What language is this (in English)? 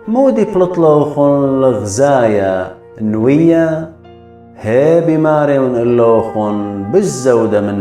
Assyrian Neo-Aramaic